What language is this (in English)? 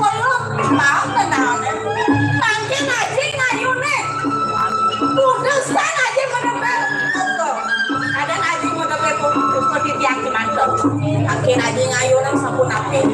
Balinese